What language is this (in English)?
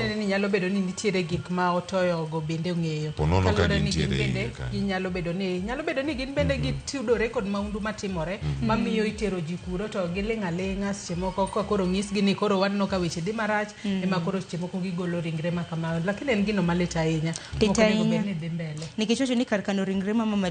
Luo (Kenya and Tanzania)